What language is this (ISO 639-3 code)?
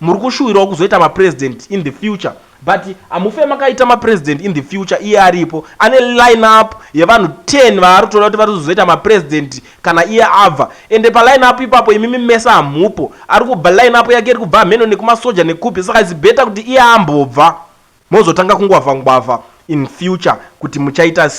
sna